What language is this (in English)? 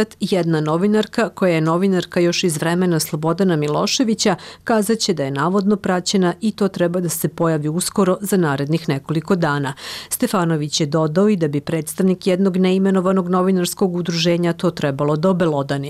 Serbian